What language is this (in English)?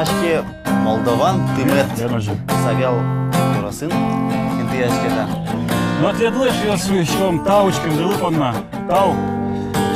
Udmurt